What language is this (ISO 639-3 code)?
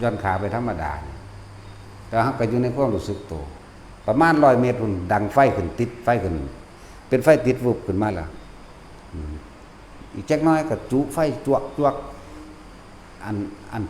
lao